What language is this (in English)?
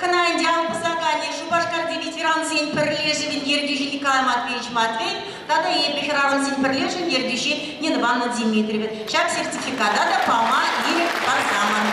Chuvash